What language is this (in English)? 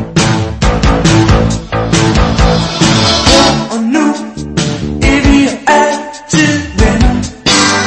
Danish